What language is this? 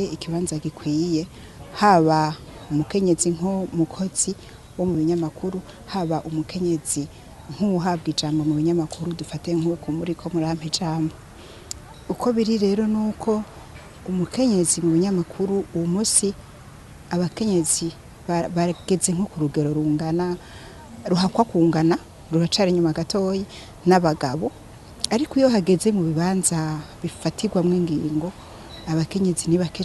Rundi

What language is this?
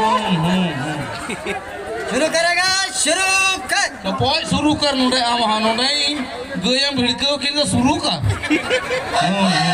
Santali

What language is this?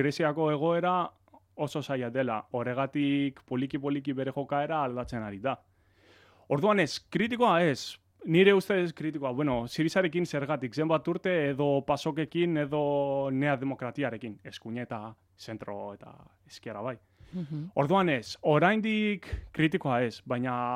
Basque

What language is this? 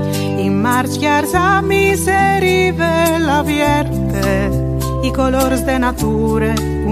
Friulian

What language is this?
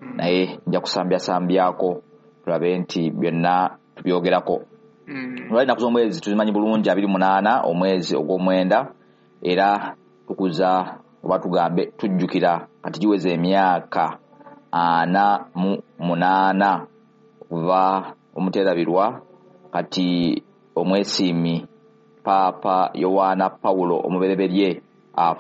Ganda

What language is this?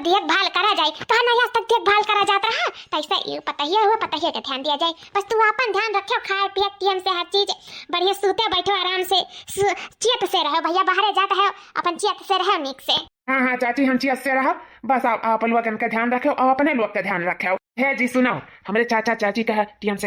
Awadhi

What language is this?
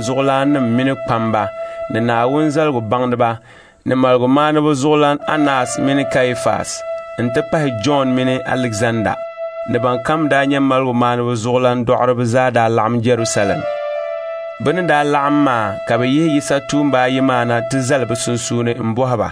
Dagbani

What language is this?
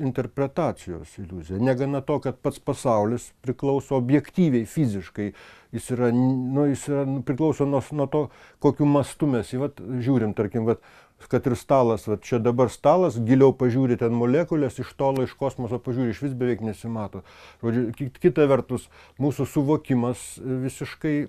Lithuanian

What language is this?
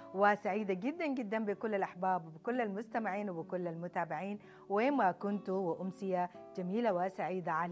Sudanese Arabic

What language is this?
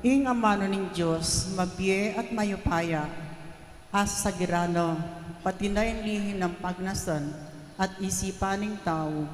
Pampanga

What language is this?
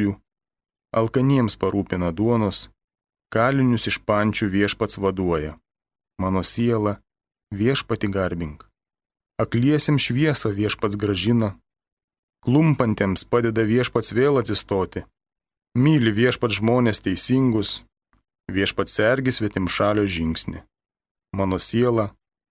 Lithuanian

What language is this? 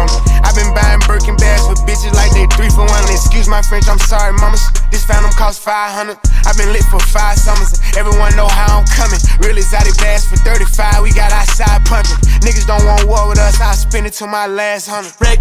English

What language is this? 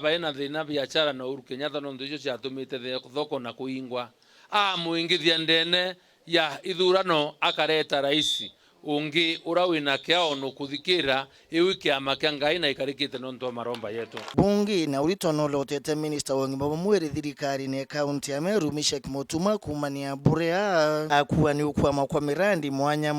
Meru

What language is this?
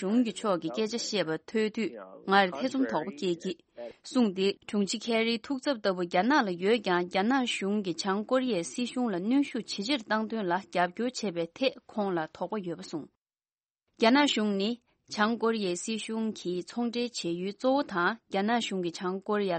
Tibetan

